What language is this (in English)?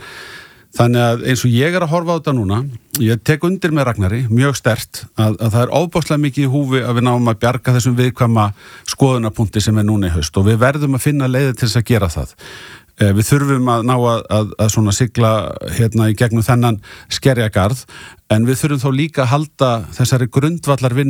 Icelandic